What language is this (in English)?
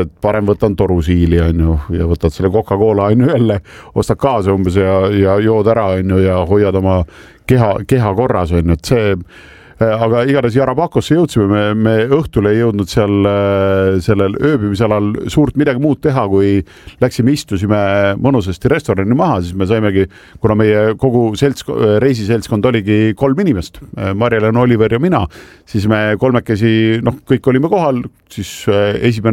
Estonian